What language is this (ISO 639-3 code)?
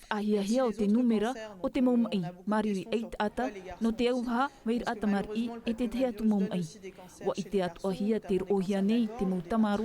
tah